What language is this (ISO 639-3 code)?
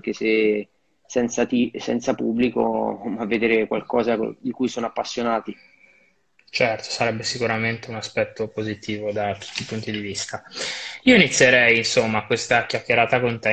ita